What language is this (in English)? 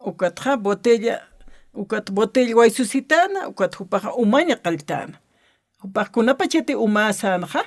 Aymara